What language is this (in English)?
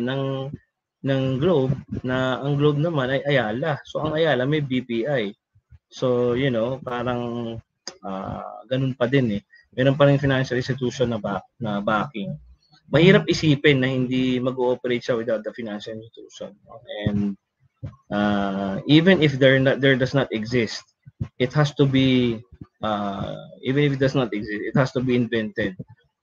Filipino